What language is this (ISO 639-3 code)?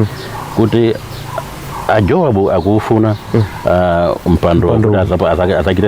nya